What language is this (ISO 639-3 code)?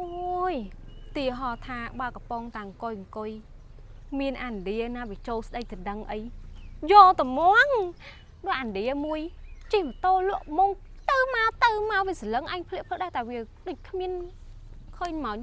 khm